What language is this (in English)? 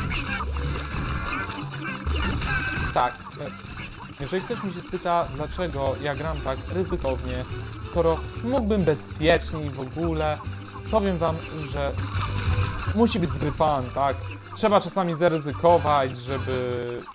Polish